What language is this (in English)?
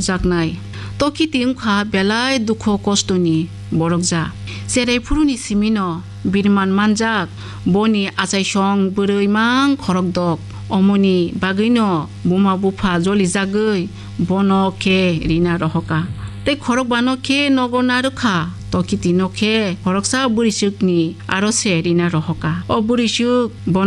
Kok Borok